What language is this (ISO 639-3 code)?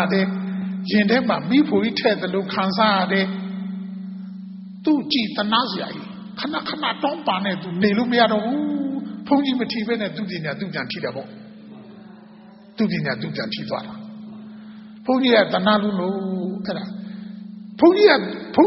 mya